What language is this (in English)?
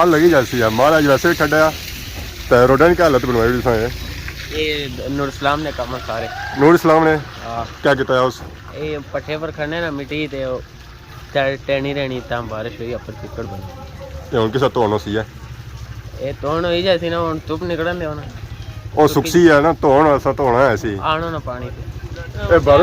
Pahari-Potwari